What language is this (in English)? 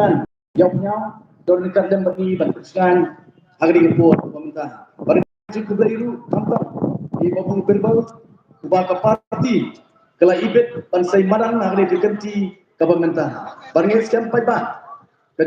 Khasi